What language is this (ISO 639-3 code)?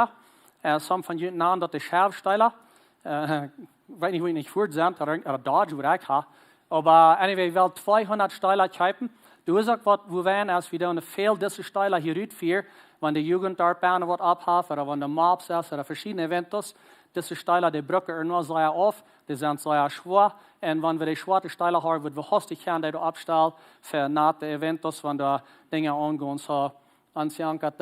pdt